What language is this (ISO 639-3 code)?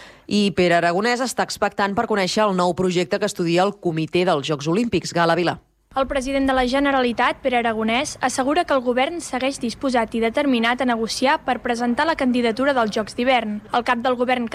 cat